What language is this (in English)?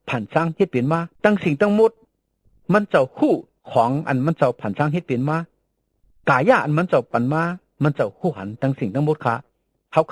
Shan